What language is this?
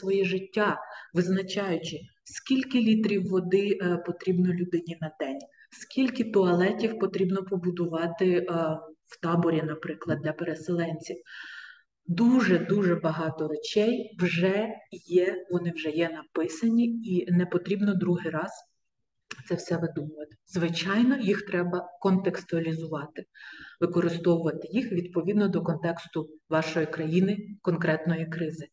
Ukrainian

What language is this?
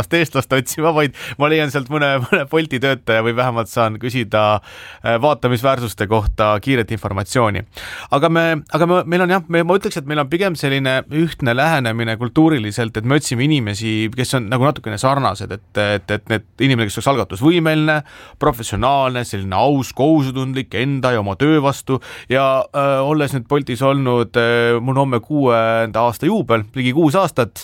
Estonian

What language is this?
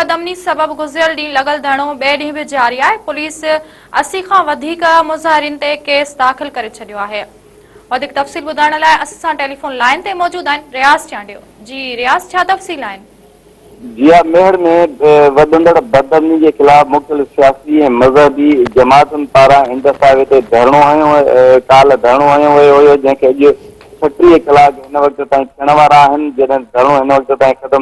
Sindhi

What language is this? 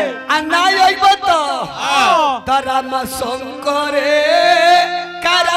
Bhojpuri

